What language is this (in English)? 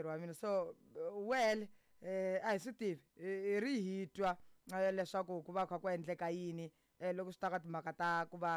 Tsonga